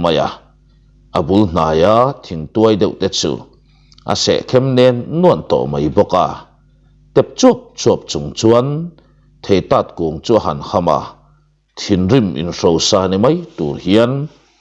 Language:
Mizo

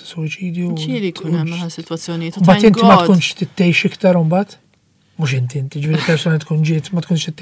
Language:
Maltese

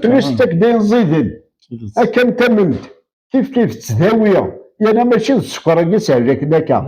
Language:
Kabyle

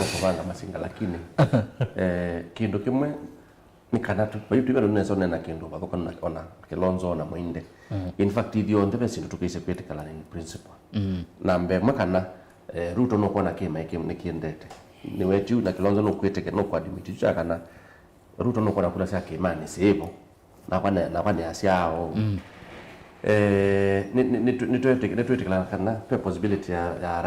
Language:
Kamba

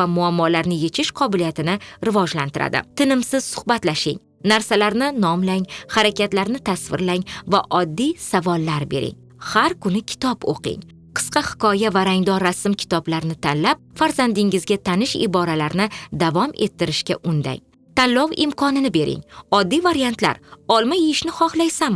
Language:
Uzbek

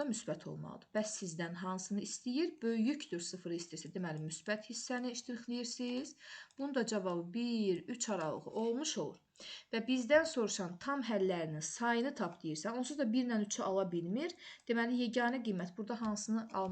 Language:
Azerbaijani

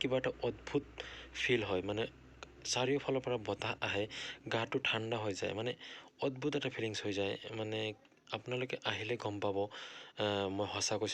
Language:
Assamese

